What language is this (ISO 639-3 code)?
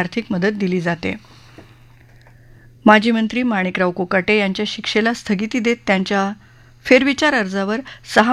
mar